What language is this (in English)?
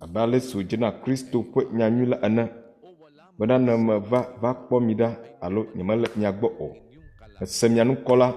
Ewe